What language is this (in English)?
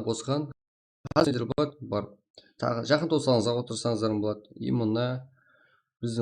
Kara-Kalpak